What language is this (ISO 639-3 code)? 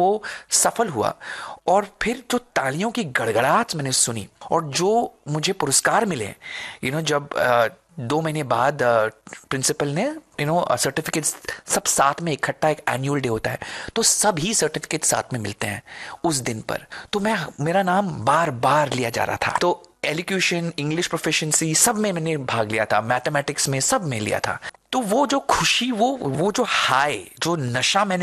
hin